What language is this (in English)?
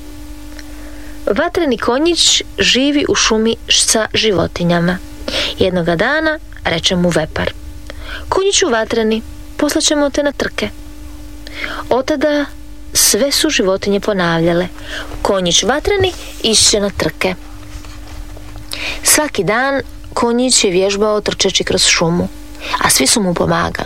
Croatian